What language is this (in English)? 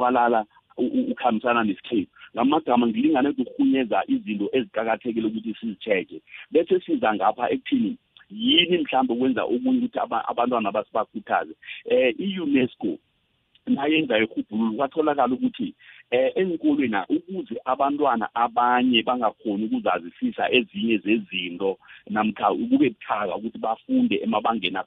South Ndebele